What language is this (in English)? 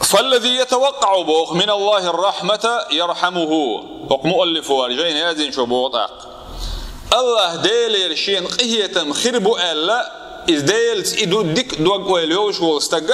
Chechen